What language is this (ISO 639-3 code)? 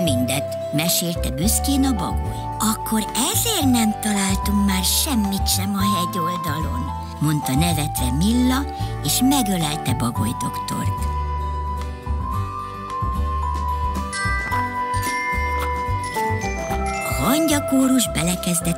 hun